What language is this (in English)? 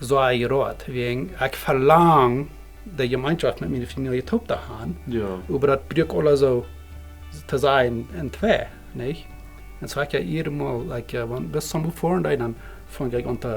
Plautdietsch